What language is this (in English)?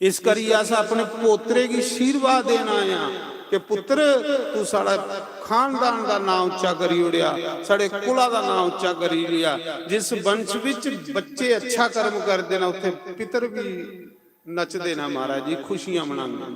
Dogri